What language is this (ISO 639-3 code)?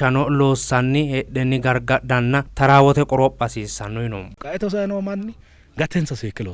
sid